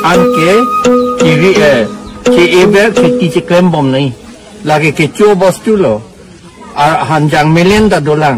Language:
Karbi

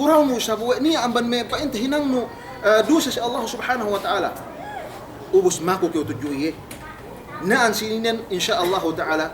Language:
Yakan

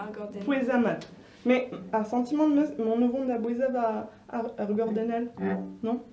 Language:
Breton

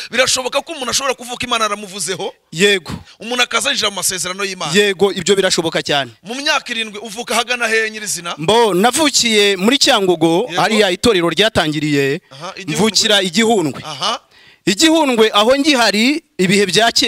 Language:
Kinyarwanda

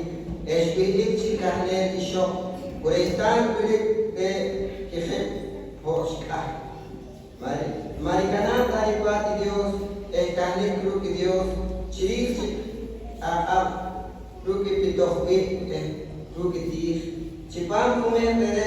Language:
Poqomchi'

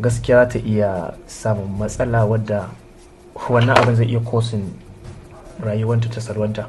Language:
Hausa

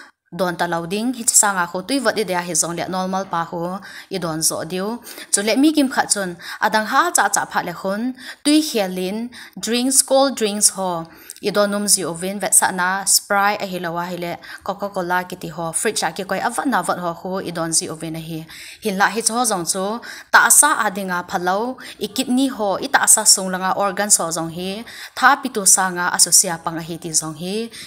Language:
Thado Chin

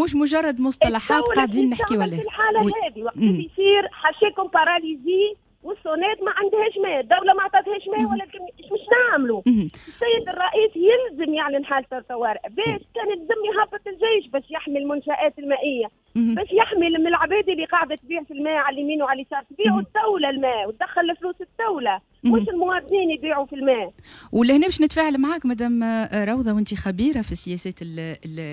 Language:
Tunisian Arabic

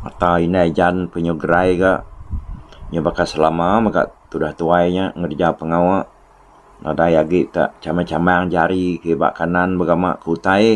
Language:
Iban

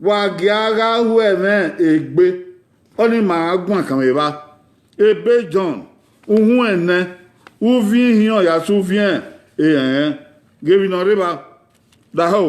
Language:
Bini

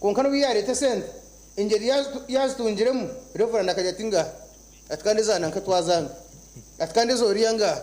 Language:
Nyankole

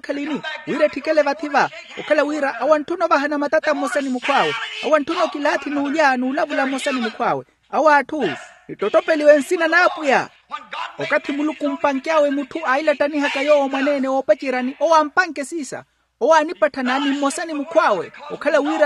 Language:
Makhuwa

